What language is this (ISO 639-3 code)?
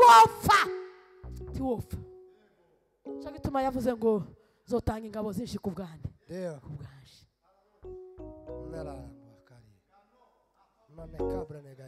kin